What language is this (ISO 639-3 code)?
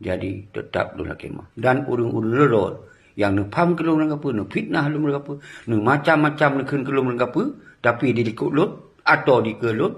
ace